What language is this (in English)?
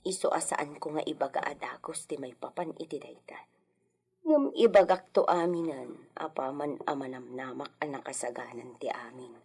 Iloko